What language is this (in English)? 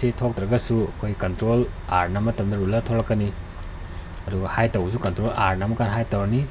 Manipuri